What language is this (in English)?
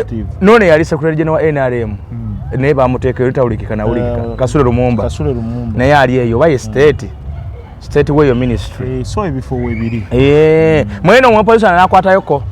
Ganda